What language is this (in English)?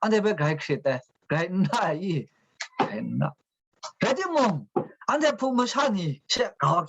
Kachin